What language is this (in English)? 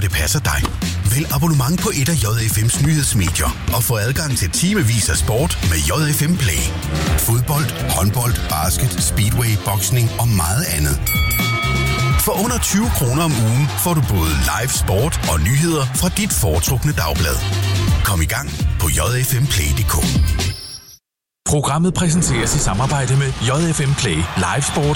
Danish